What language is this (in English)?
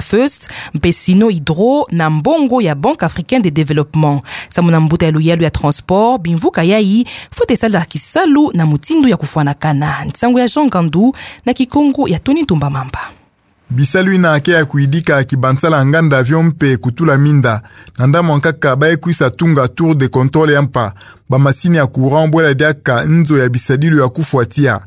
Kituba (Democratic Republic of Congo)